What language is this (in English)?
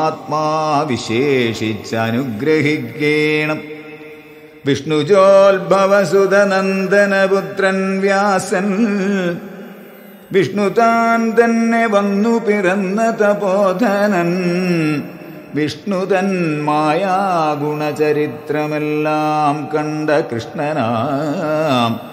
Malayalam